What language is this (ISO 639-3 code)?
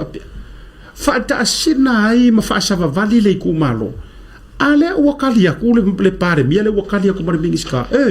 smo